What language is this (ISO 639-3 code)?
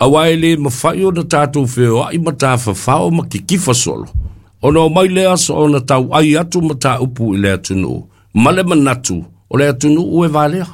smo